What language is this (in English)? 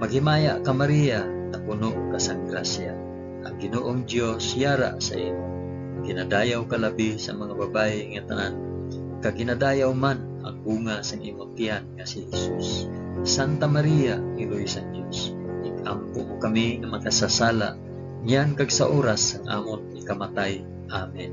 Hiligaynon